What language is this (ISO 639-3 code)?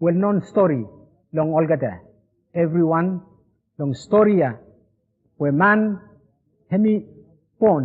bis